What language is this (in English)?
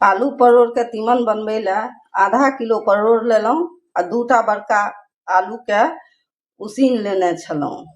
Maithili